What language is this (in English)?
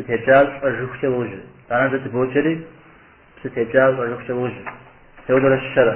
Kabardian